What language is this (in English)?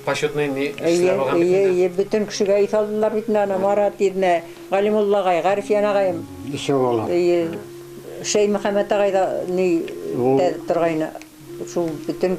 Bashkir